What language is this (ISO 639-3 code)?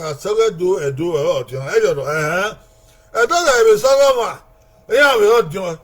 bin